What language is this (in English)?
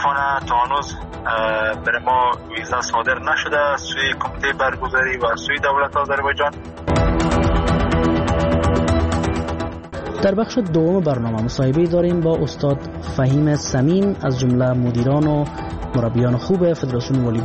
Persian